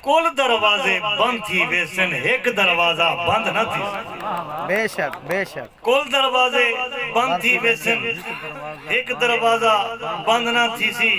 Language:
Saraiki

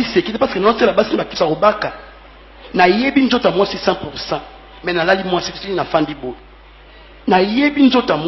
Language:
Lingala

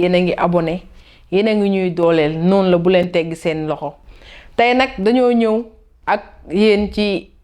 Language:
Wolof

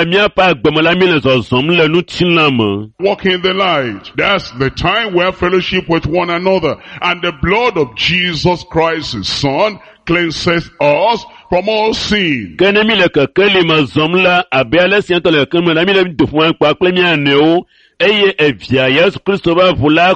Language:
Ewe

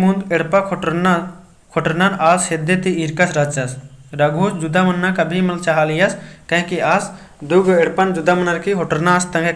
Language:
Kurukh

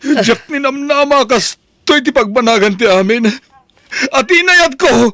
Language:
Iloko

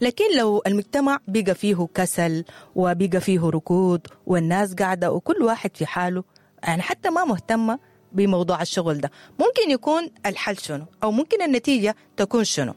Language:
Sudanese Arabic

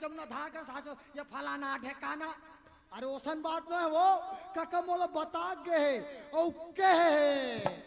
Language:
Chhattisgarhi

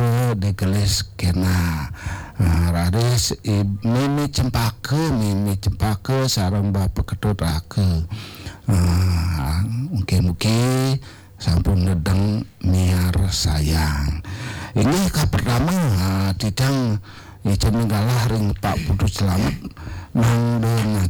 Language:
Balinese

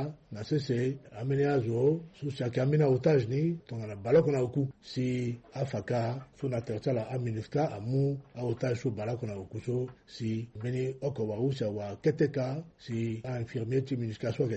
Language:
Sango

